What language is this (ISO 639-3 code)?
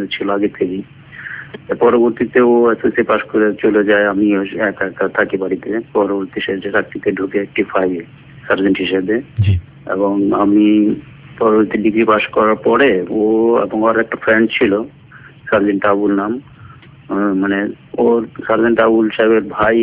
ben